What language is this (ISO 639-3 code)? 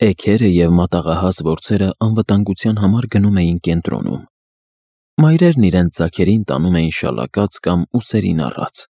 hye